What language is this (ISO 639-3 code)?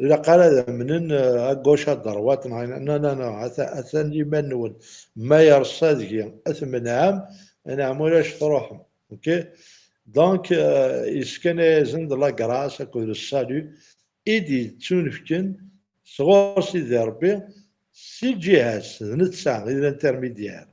kab